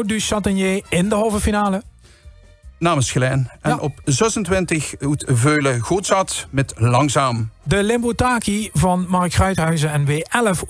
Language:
Limburgish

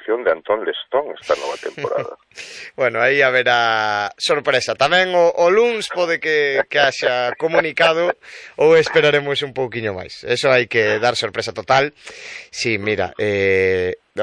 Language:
Galician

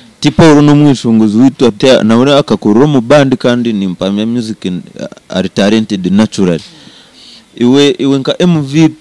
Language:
Nyankole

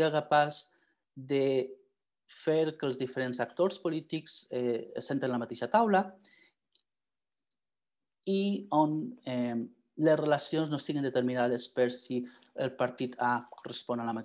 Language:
Catalan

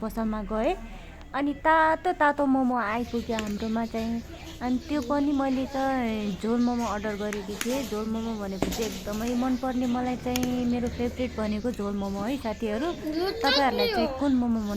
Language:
Nepali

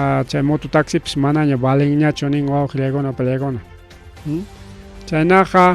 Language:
Ayacucho Quechua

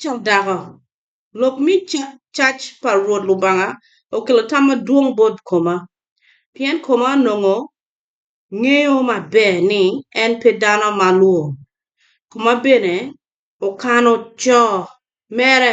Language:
Acoli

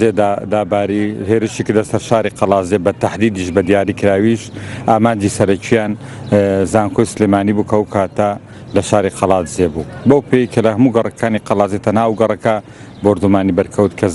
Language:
Central Kurdish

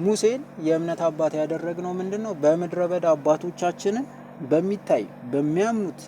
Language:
Amharic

